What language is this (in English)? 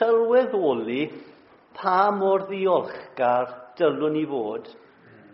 Welsh